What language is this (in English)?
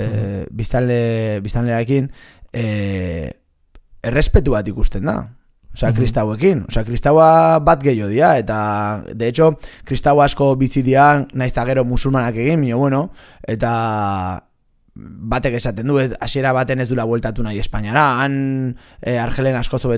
Basque